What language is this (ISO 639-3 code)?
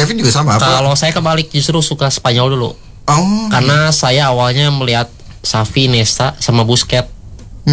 ind